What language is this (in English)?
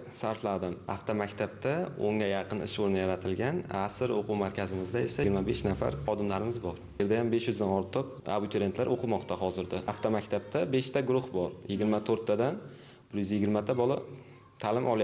Uzbek